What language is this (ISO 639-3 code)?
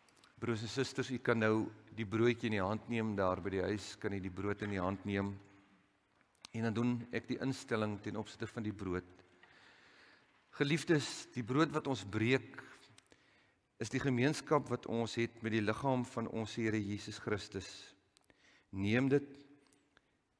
afr